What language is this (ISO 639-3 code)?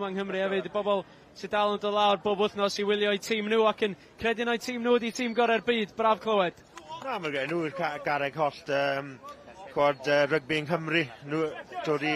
cym